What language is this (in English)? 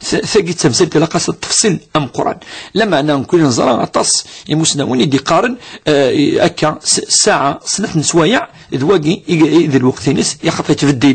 Kabyle